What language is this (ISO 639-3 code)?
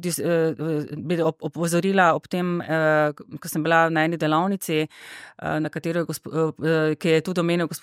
slv